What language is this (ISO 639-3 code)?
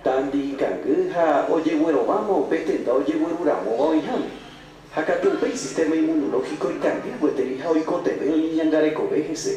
grn